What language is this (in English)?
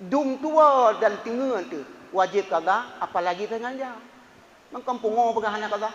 Achinese